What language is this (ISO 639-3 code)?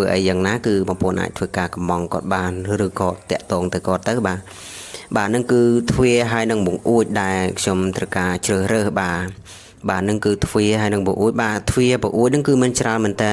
khm